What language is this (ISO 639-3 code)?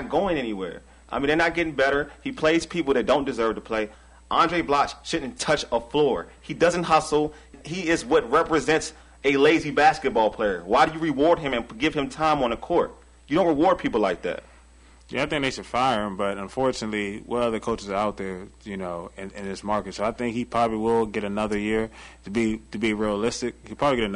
eng